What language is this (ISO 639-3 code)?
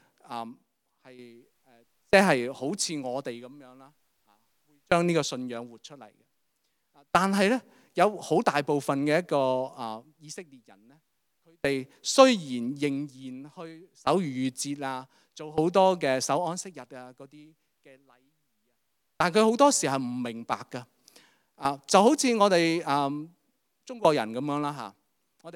yue